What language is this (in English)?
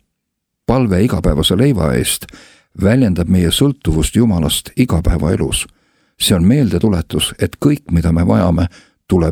Estonian